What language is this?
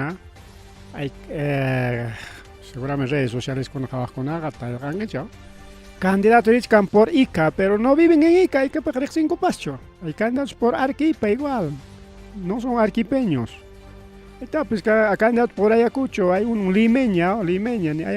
Ayacucho Quechua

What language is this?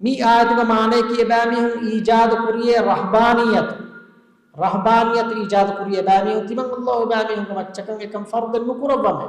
Divehi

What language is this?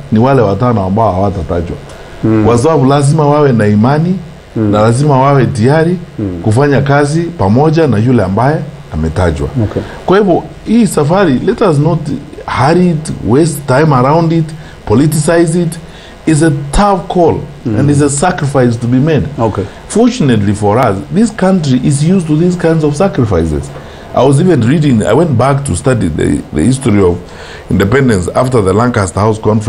Kikuyu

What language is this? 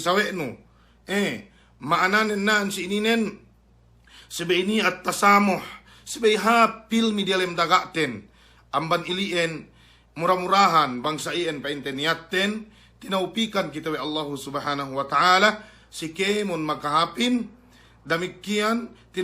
Yakan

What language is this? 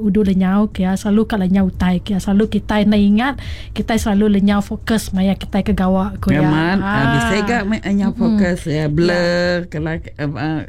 Iban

